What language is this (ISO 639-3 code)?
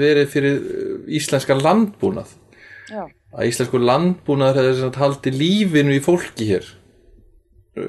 isl